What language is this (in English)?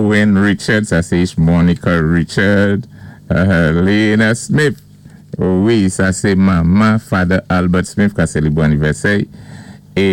Saint Lucian Creole French